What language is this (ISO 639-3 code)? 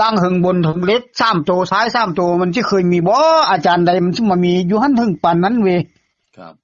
tts